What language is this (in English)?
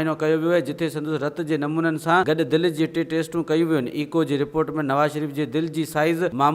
Sindhi